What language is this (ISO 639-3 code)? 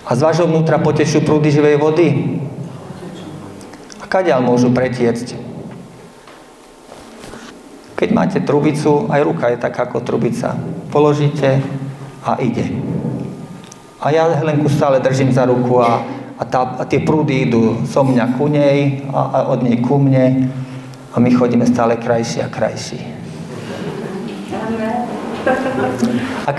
slk